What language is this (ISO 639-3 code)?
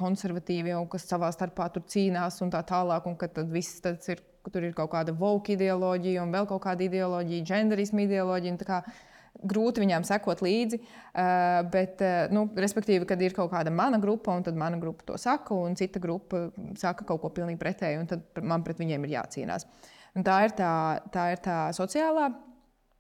lav